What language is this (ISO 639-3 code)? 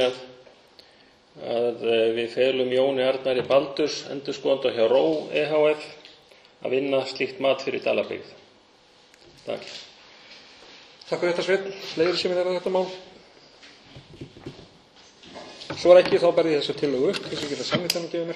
isl